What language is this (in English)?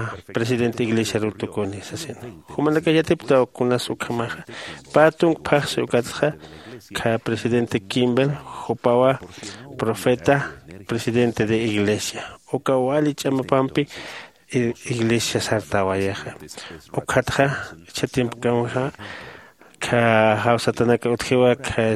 Aymara